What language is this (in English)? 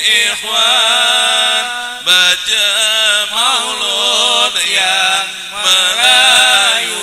Betawi